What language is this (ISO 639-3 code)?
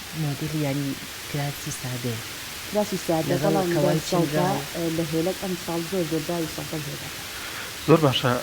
ckb